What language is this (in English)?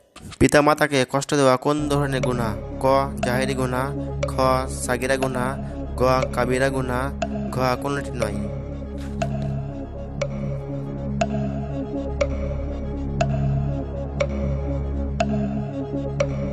Bangla